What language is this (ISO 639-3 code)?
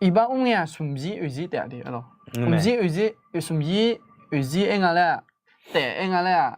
ahk